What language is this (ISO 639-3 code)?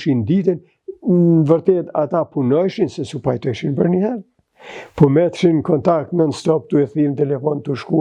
sqi